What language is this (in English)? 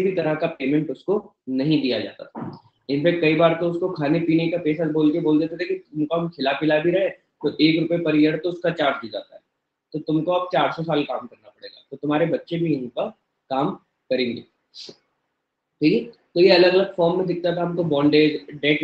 Hindi